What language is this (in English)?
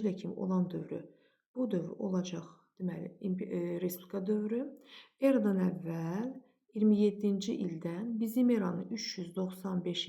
Azerbaijani